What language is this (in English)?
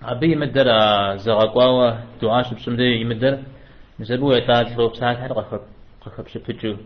Kabardian